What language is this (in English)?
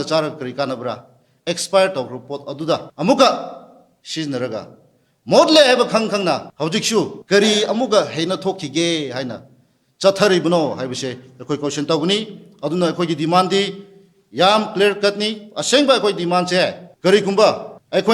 Manipuri